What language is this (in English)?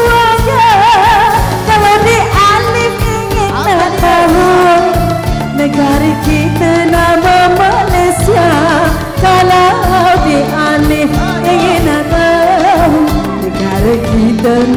Malay